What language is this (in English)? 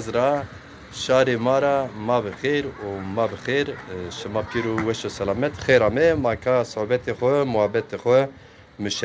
Zaza